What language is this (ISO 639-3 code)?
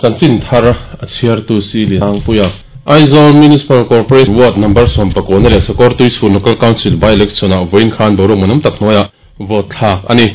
lus